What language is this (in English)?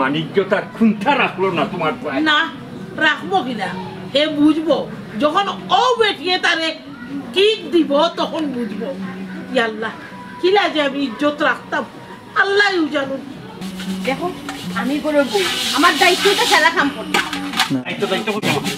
Sylheti